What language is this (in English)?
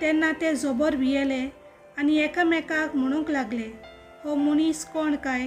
Konkani